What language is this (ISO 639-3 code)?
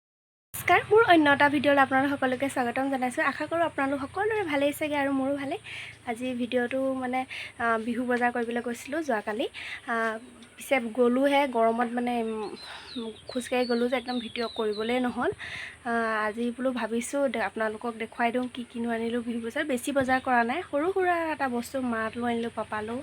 asm